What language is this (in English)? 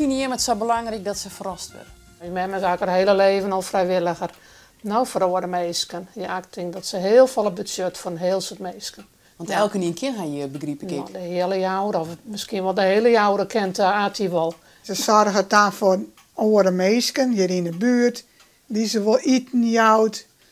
Western Frisian